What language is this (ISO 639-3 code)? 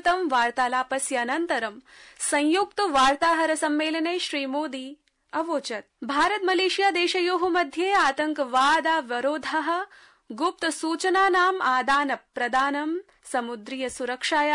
san